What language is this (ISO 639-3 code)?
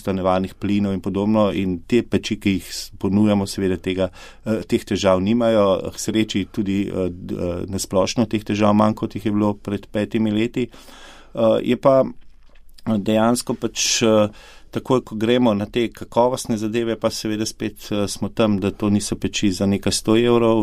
slv